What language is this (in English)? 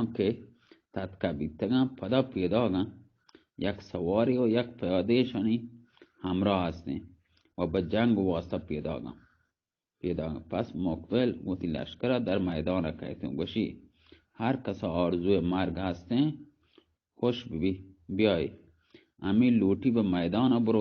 Baluchi